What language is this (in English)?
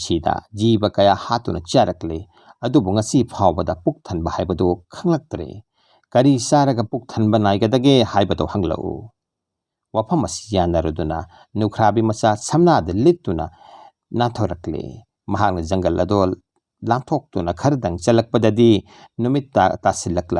Manipuri